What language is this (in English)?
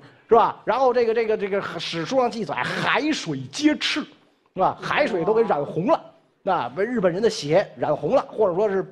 Chinese